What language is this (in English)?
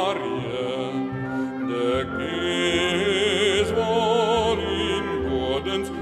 Western Frisian